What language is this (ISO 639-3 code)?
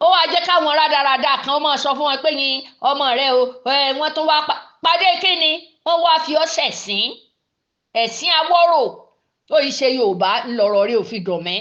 yor